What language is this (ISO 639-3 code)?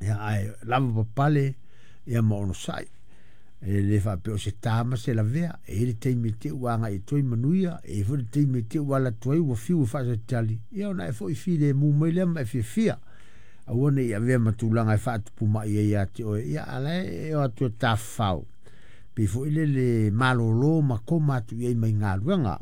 smo